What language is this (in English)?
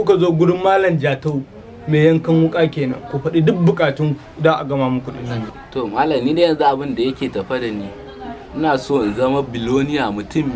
Hausa